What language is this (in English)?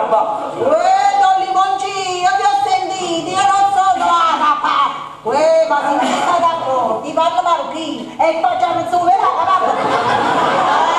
Neapolitan